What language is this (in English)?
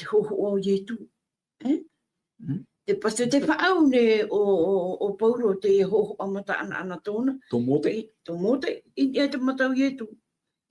Tahitian